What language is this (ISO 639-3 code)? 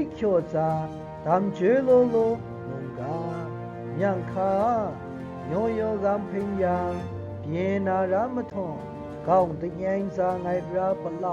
mhx